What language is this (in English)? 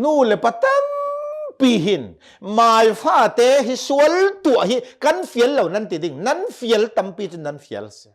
Hakha Chin